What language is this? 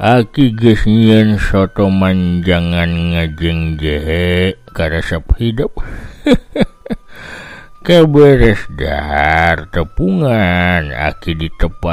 Sundanese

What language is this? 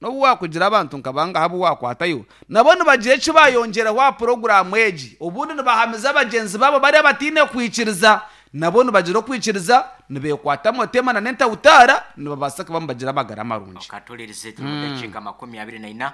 Nyankole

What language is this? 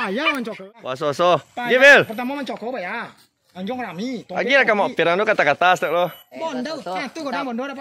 Minangkabau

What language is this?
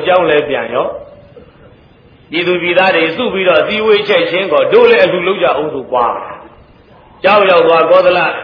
Burmese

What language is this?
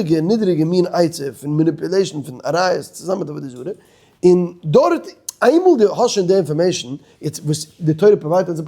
Yiddish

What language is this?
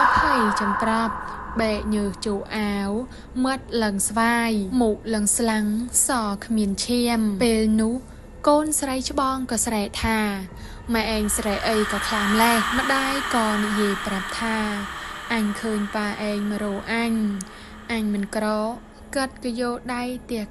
Khmer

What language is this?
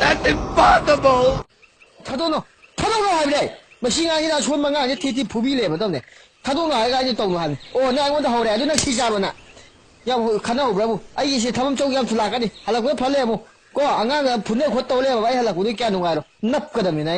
Manipuri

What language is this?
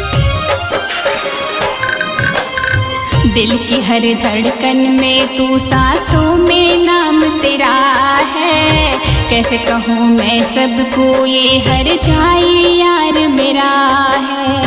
Hindi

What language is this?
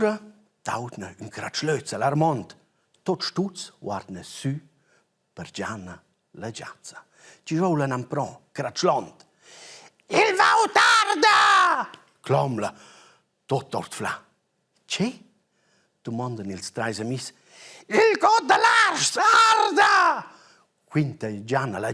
Romansh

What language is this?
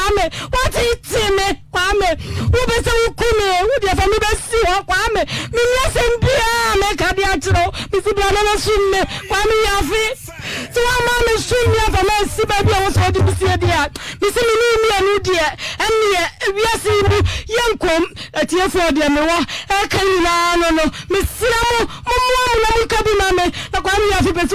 Akan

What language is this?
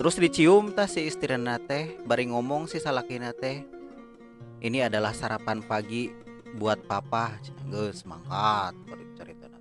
Sundanese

